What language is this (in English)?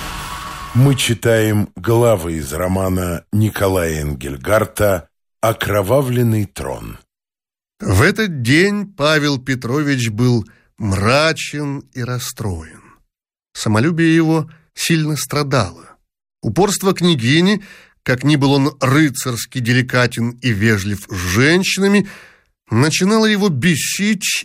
Russian